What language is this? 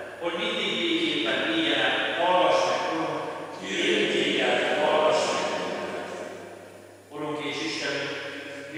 Hungarian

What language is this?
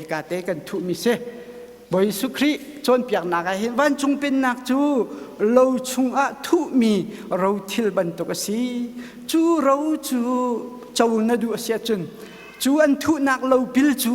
Hakha Chin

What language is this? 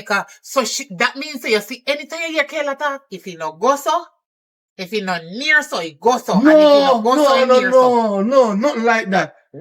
Jamaican Creole English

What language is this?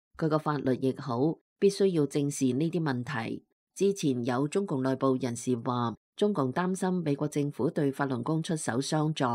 Cantonese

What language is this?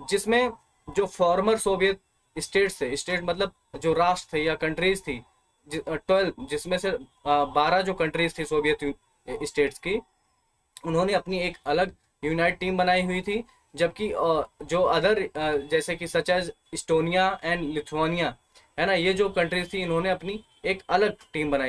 Hindi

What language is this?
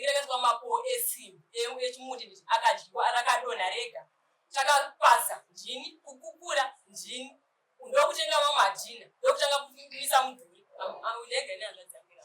Shona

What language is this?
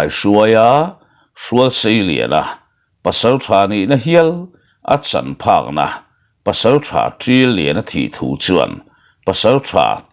Mizo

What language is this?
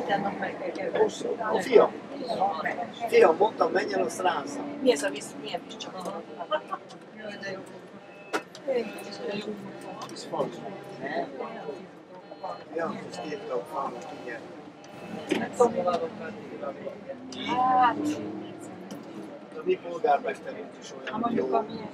Hungarian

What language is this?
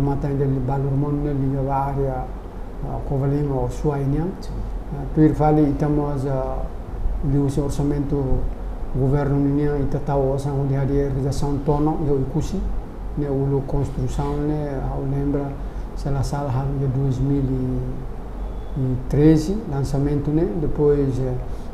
Tetum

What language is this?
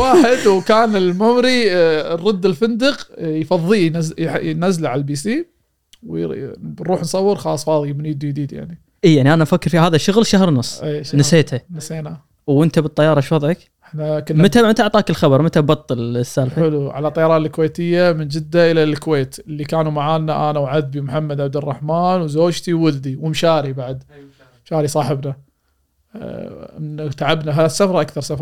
Gulf Arabic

